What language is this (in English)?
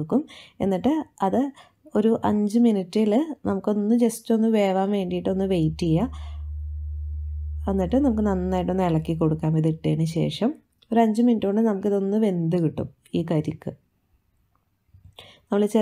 Malayalam